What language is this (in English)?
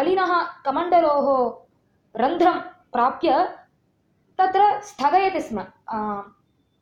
Sanskrit